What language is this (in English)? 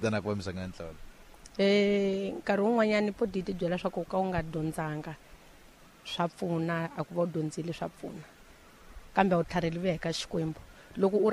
Tsonga